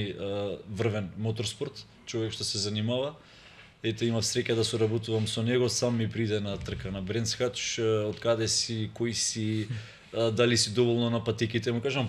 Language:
Macedonian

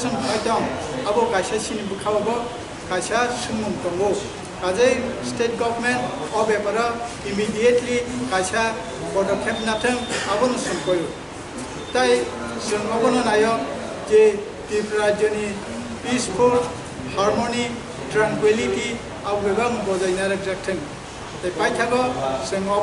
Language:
Kok Borok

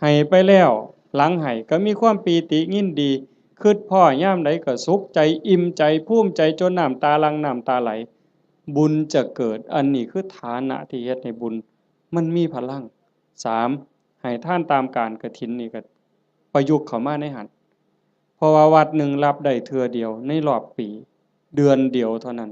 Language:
Northeastern Thai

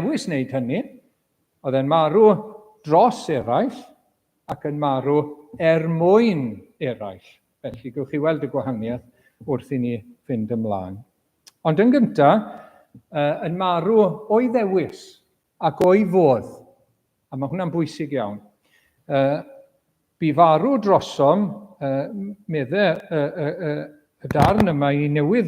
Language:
Welsh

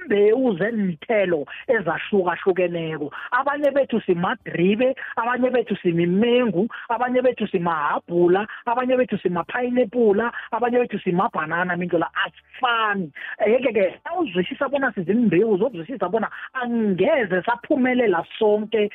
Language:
South Ndebele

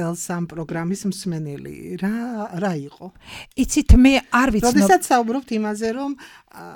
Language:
Georgian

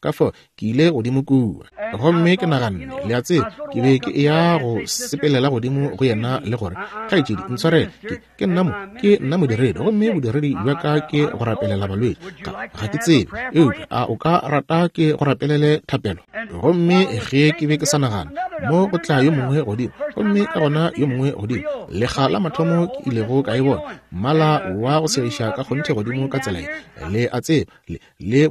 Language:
Northern Sotho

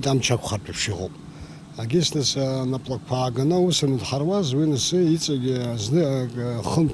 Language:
Abkhazian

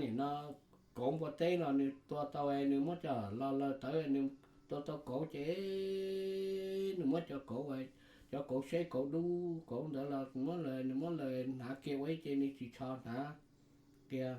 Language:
Hmong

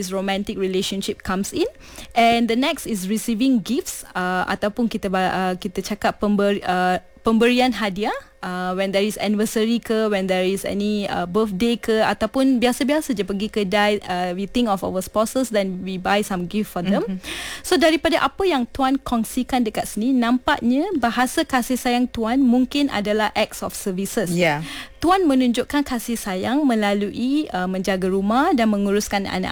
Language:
Malay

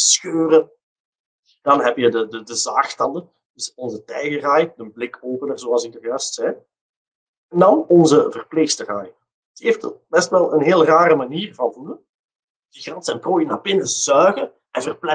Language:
Dutch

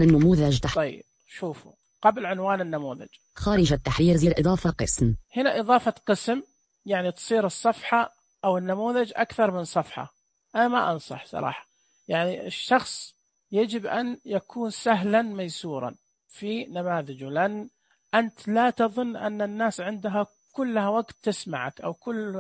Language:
Najdi Arabic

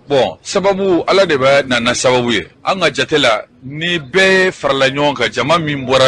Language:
Bambara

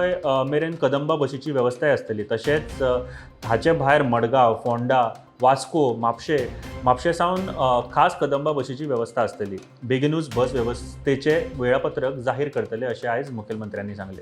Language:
Konkani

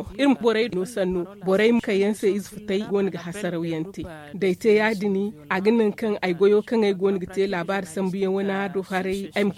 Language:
Zarma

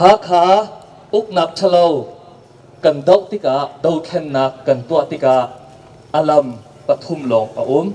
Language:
Hakha Chin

